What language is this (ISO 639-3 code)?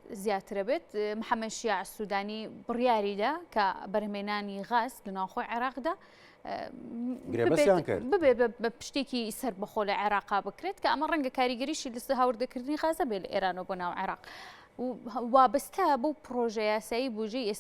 ckb